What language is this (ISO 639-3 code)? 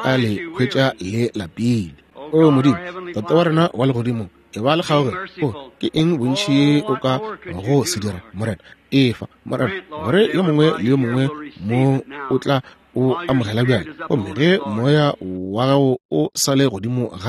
nso